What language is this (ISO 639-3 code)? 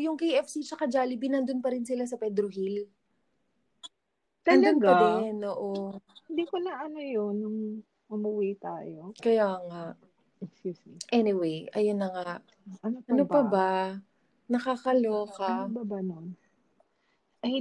fil